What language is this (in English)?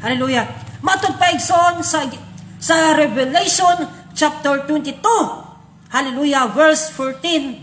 Cebuano